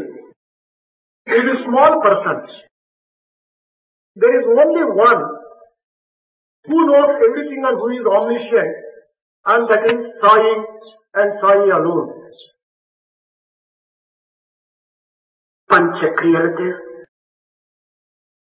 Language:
Telugu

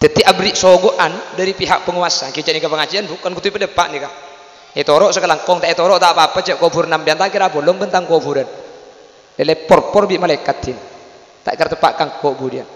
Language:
Madurese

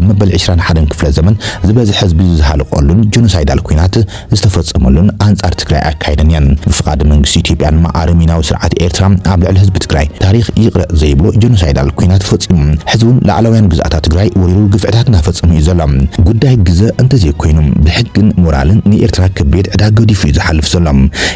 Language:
Tigrinya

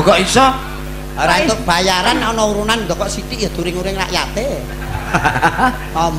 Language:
Javanese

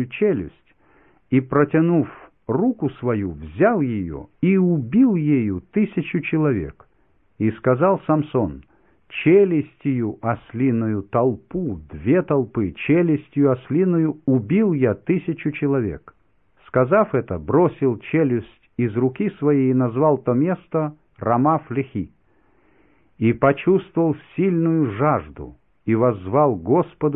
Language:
Russian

